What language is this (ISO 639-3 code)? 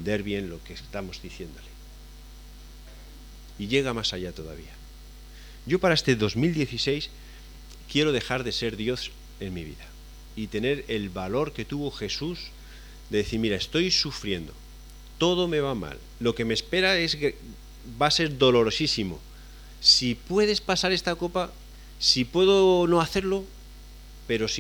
spa